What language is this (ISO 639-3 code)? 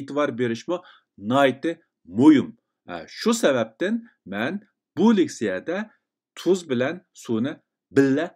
uig